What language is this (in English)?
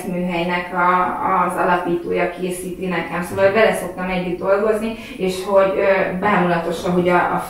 Hungarian